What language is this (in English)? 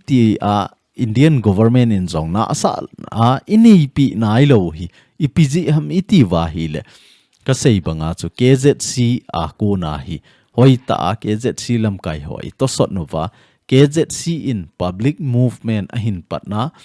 Thado Chin